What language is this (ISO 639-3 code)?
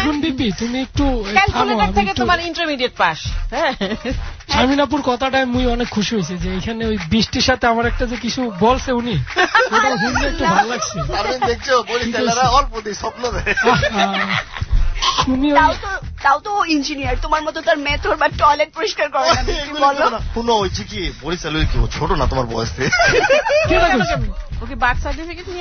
ben